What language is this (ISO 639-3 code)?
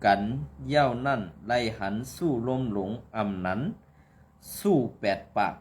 shn